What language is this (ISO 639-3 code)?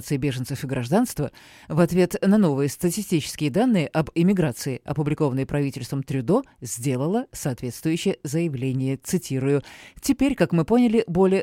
rus